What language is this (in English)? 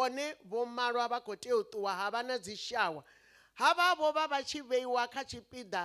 Venda